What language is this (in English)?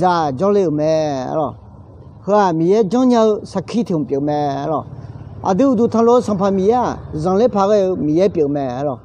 Akha